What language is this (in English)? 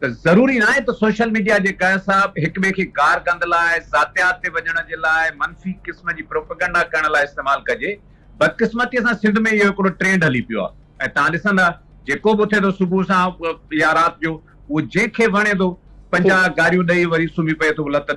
Sindhi